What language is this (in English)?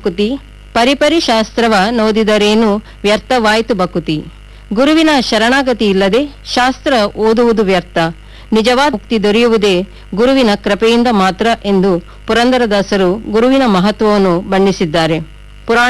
Kannada